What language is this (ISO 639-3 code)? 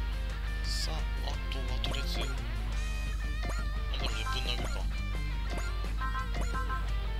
jpn